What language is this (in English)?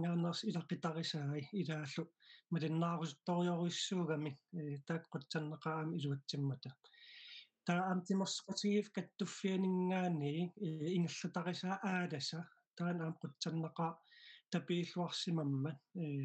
Kalaallisut